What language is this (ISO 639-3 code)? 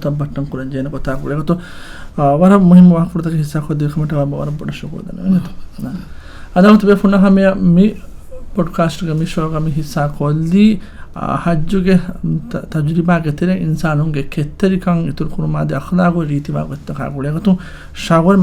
div